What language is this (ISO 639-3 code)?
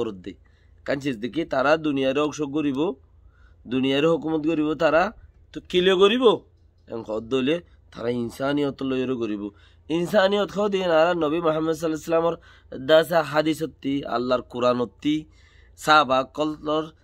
rhg